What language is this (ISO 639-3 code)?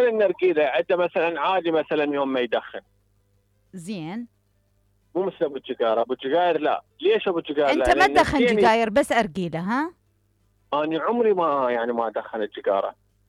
acm